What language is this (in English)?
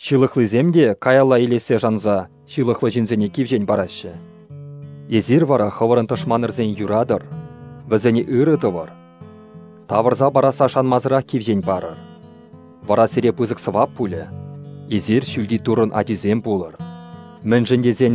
Chuvash